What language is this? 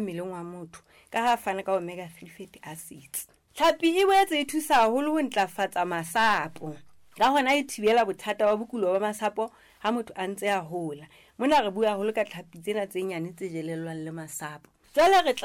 Southern Sotho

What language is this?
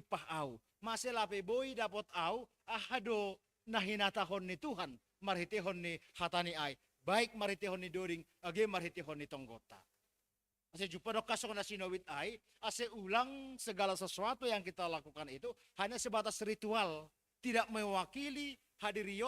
Batak Simalungun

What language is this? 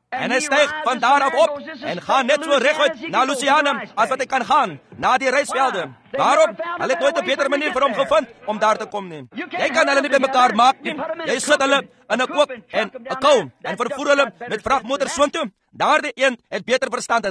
Afrikaans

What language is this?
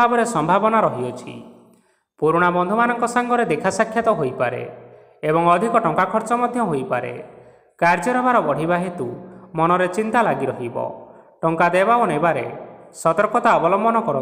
Odia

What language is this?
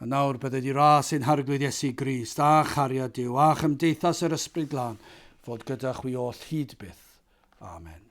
Welsh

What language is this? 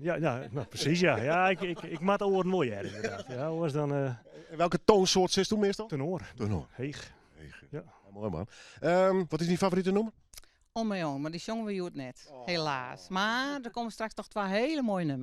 Western Frisian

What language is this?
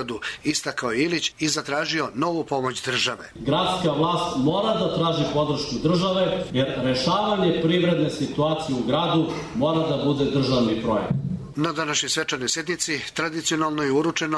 Serbian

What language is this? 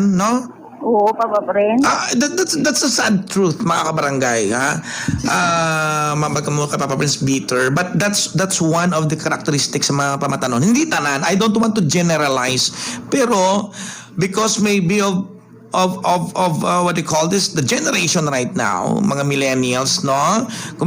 Hiligaynon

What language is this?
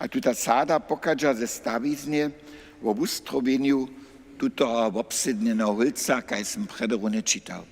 Upper Sorbian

